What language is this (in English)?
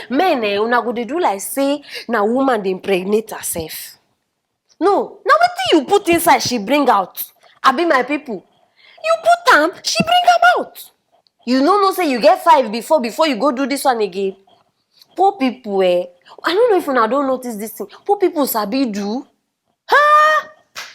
Nigerian Pidgin